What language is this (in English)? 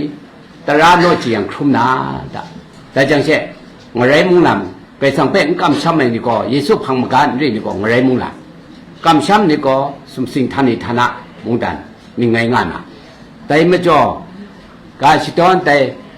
Kachin